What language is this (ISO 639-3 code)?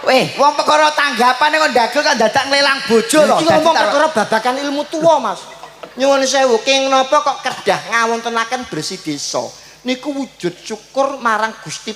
jav